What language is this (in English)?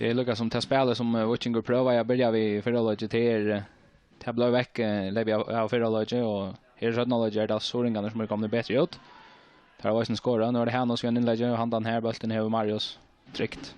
Faroese